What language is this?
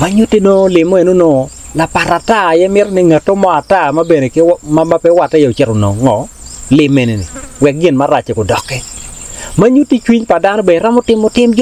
Acoli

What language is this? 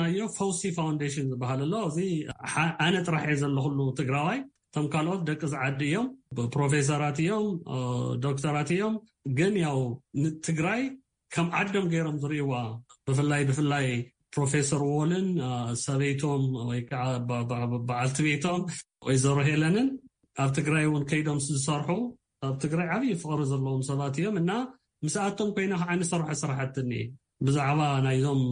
Tigrinya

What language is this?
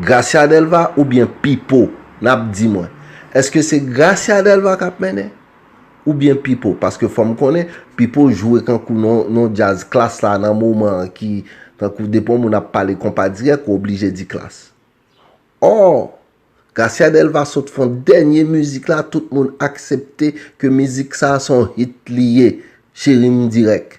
Haitian Creole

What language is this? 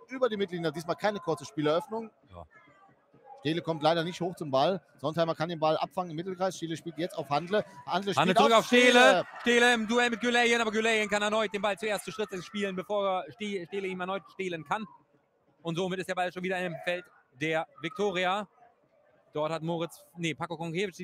German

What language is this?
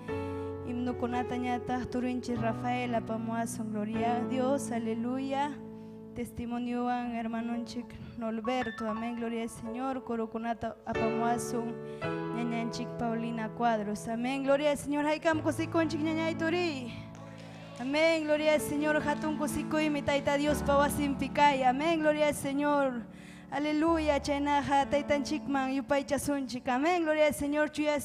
Ayacucho Quechua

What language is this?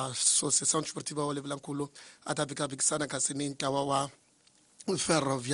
Tsonga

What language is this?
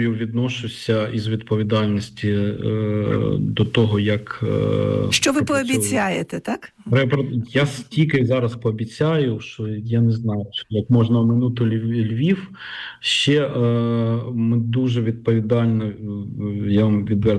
Ukrainian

